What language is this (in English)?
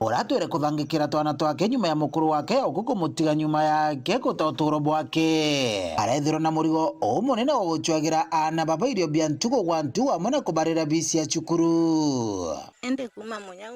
Meru